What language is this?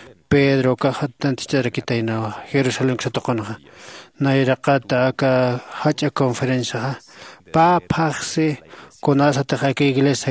Aymara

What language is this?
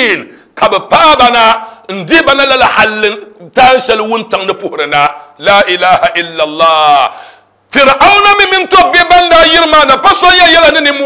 Dagbani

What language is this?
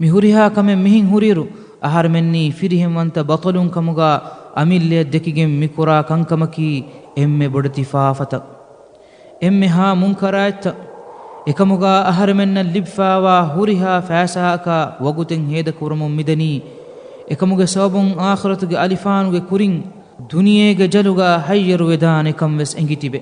Divehi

